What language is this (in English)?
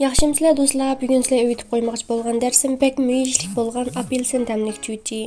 Uyghur